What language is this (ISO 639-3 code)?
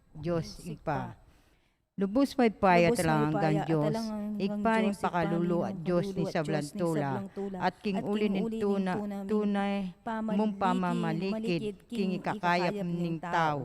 pam